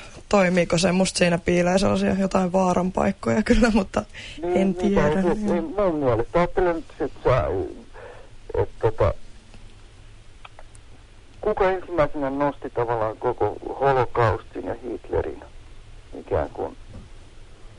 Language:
Finnish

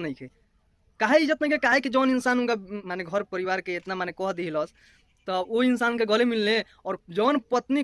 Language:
Bhojpuri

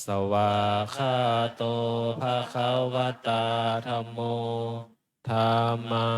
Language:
Pali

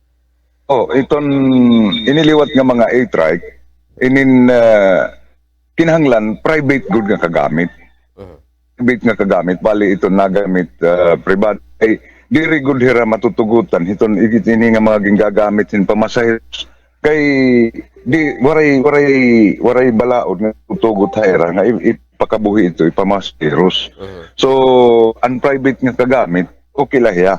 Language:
Waray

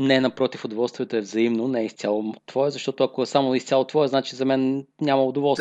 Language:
Bulgarian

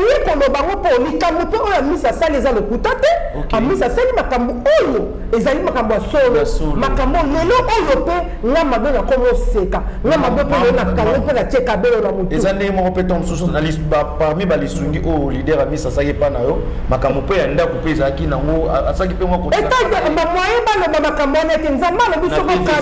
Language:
Lingala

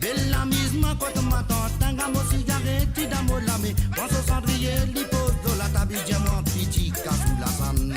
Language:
Morisyen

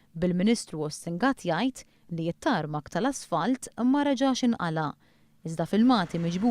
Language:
Maltese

